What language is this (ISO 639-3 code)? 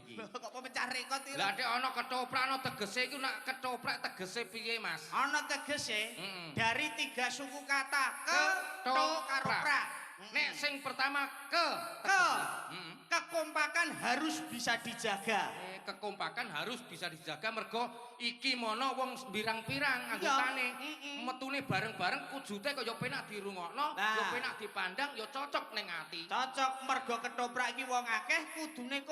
jav